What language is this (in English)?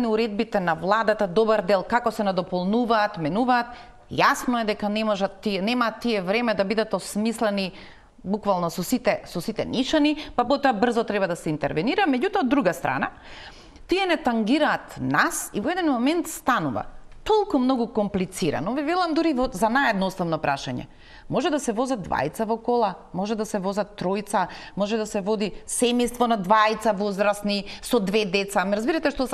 Macedonian